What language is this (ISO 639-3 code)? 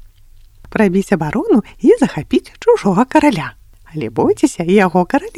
bel